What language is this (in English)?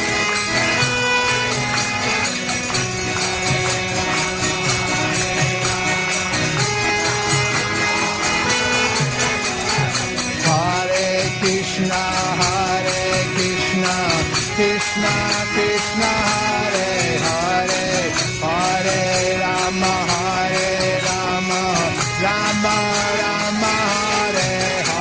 Hindi